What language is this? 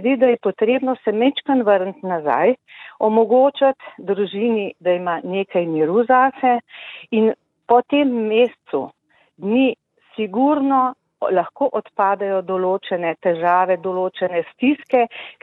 Slovenian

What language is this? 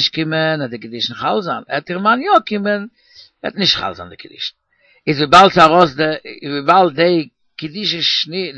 Yiddish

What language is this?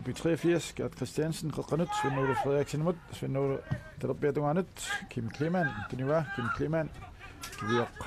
Kalaallisut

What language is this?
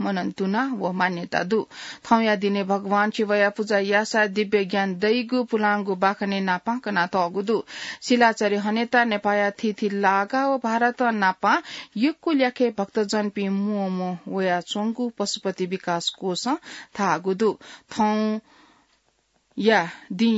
Newari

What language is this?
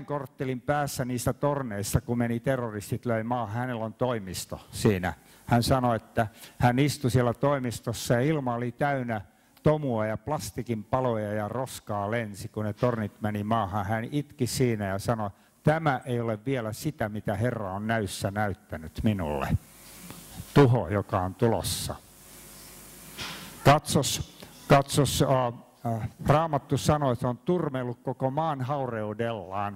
Finnish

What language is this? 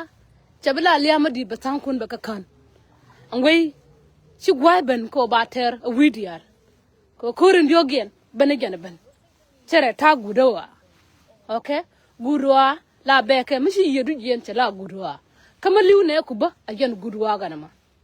Nuer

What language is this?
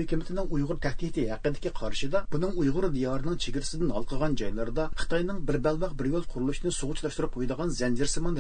Uyghur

